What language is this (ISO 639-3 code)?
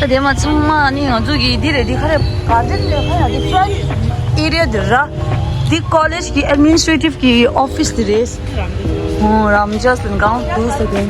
bod